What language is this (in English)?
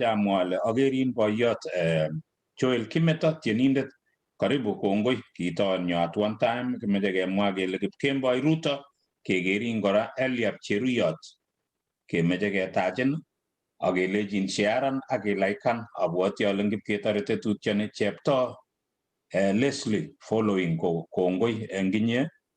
Kalenjin